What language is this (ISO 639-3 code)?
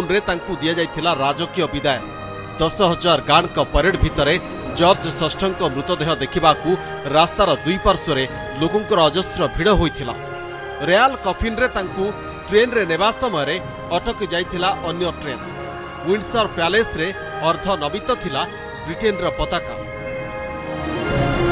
ori